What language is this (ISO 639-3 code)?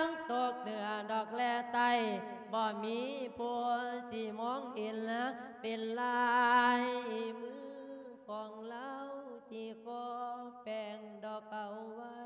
lao